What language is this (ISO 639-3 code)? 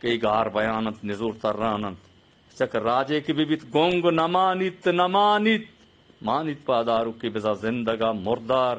bgp